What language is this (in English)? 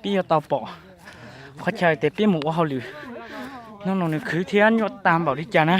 Hmong